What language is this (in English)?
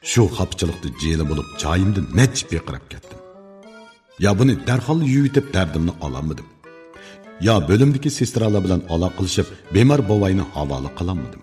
Uyghur